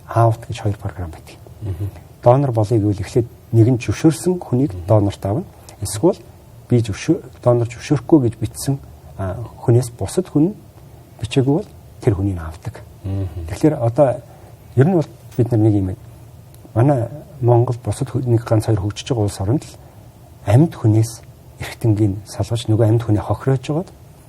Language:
Mongolian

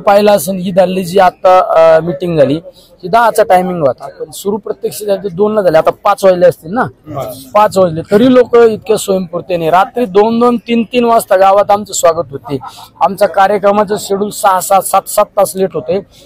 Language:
Marathi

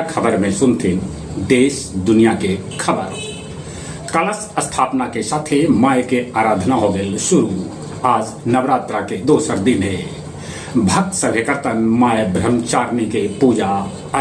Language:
Magahi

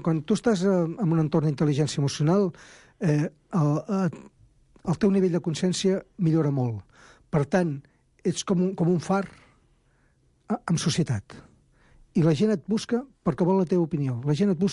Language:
Catalan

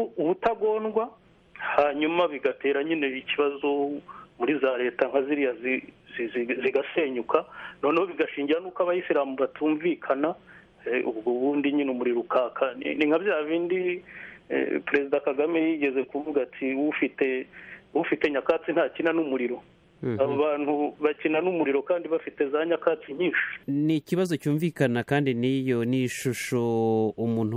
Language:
Kinyarwanda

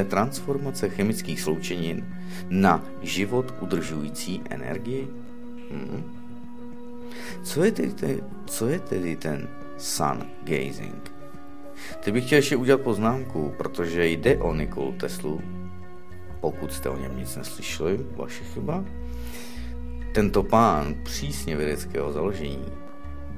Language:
Czech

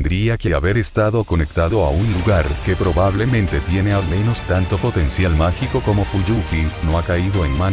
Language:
Spanish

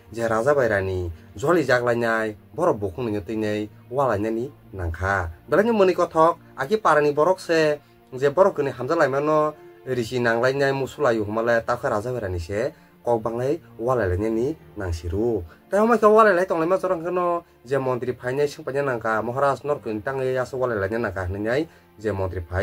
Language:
Kok Borok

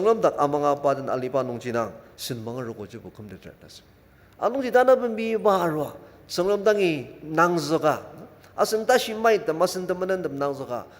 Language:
Ao Naga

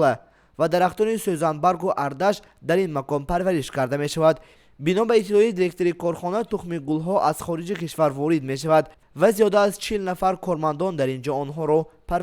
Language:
Tajik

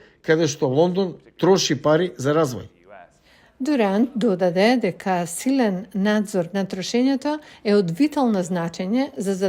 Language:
Macedonian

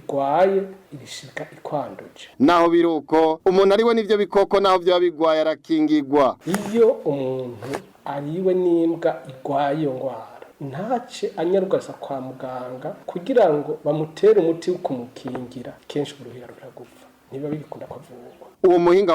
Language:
Rundi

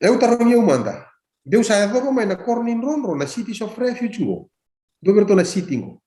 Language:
Fijian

